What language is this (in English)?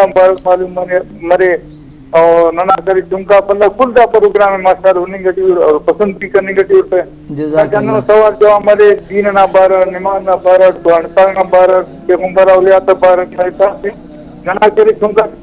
Brahui